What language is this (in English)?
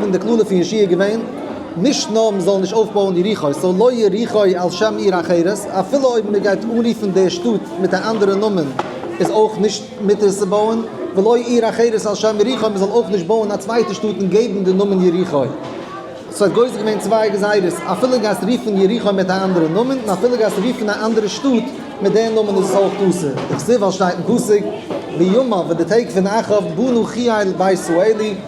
Yiddish